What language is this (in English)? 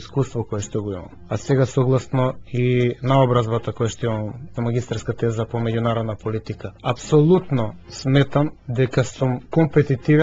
Macedonian